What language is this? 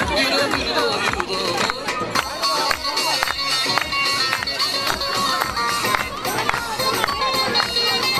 Turkish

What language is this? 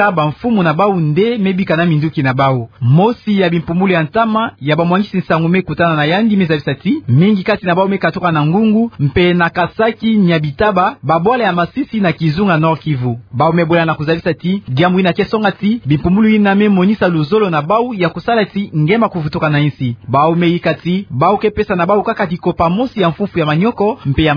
Kituba (Democratic Republic of Congo)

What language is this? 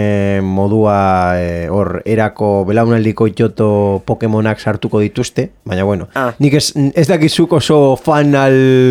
Basque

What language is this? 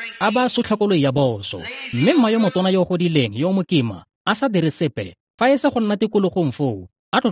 Tswana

